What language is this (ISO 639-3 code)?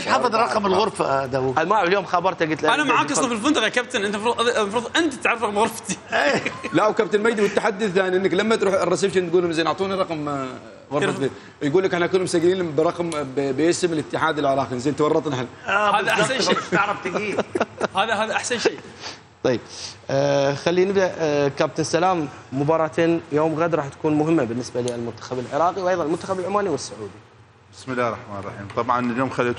acm